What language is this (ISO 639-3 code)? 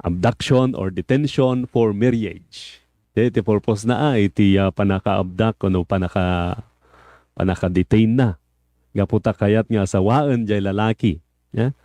ilo